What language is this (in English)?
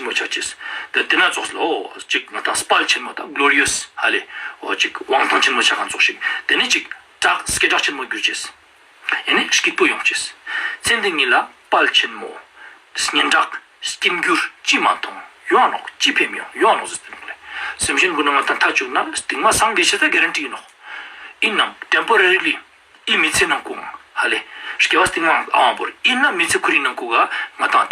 Ladakhi